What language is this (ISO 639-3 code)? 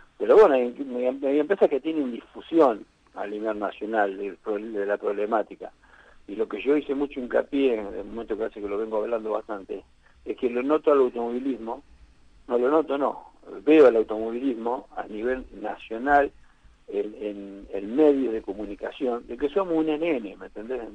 spa